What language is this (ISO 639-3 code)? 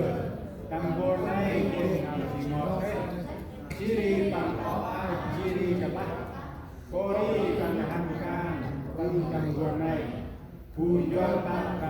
cmo